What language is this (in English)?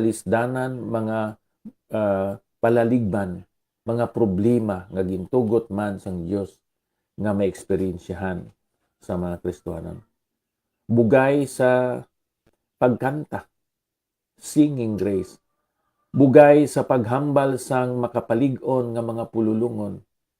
Hiligaynon